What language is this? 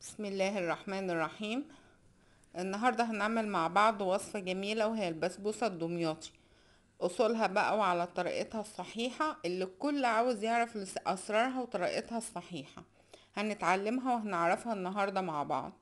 Egyptian Arabic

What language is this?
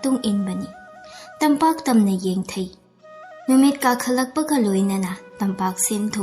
Manipuri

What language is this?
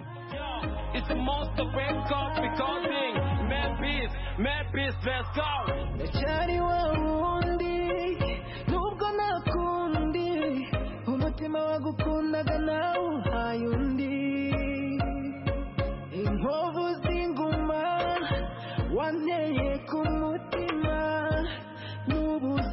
Kinyarwanda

